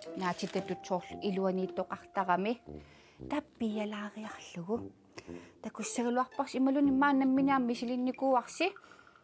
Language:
Kalaallisut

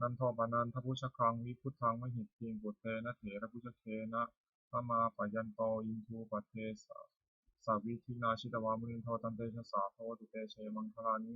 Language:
Pali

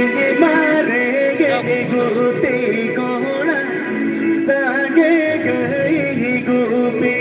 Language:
Santali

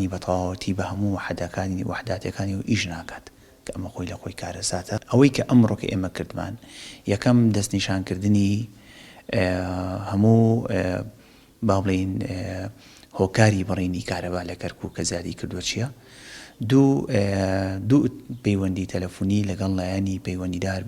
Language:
Central Kurdish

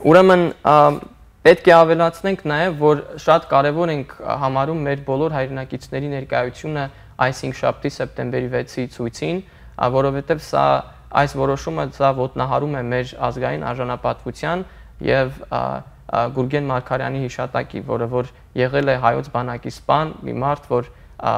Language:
Armenian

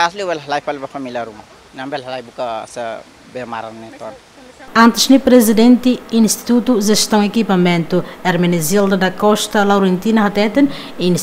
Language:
Tetum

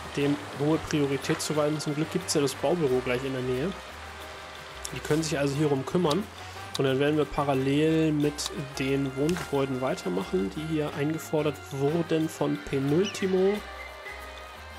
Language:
German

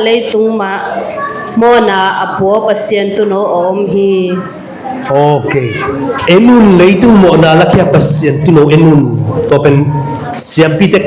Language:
Tedim Chin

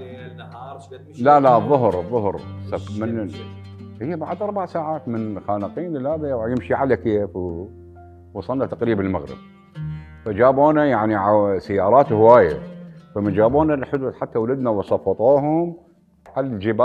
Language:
Mesopotamian Arabic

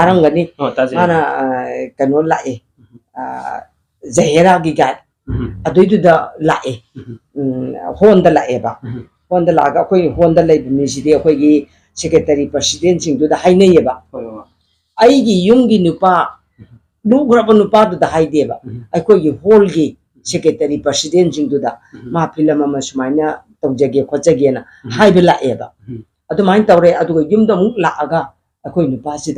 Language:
Manipuri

